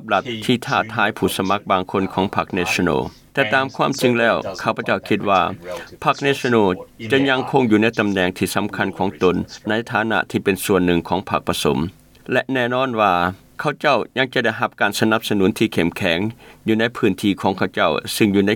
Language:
Lao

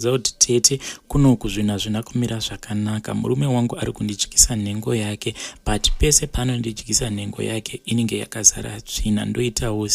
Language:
Shona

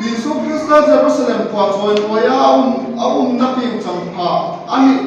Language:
Hmar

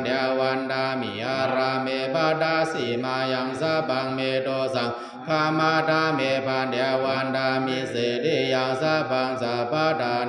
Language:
Pali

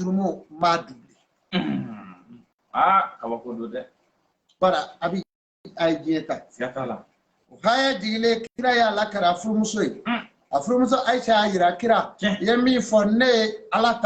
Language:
Bambara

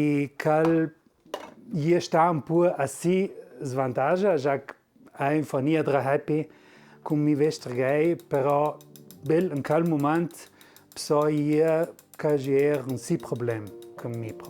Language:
Ladin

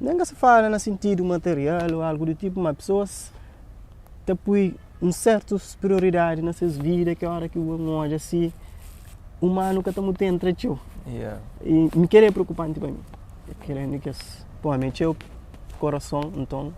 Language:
Kabuverdianu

